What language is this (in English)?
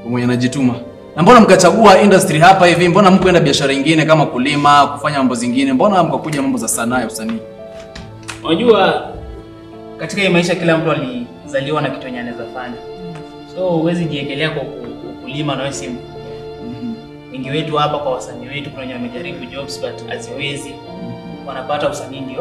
Swahili